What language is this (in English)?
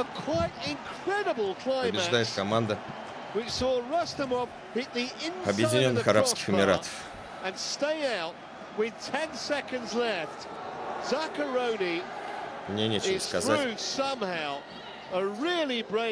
Russian